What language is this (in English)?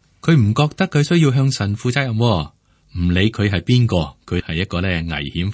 Cantonese